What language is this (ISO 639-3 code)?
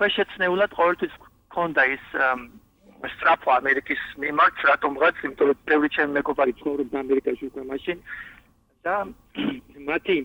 kat